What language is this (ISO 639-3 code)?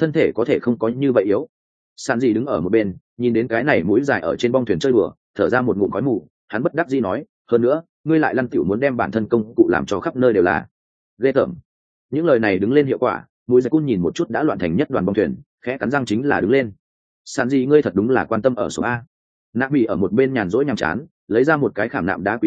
vie